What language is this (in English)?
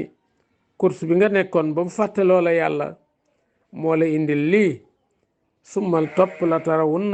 Wolof